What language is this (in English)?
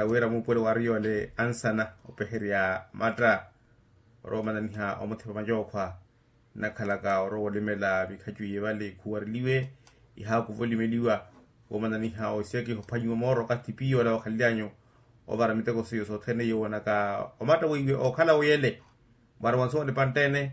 Makhuwa